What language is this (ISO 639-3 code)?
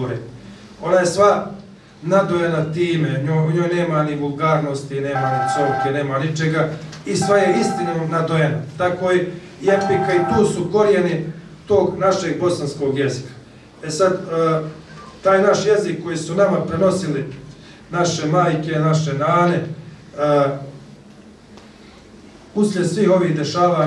bos